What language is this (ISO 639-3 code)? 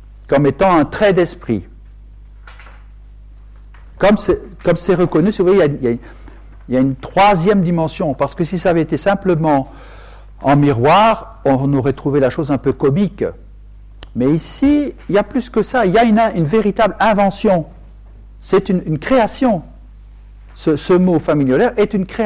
fra